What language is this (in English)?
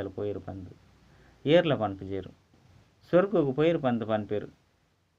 Tulu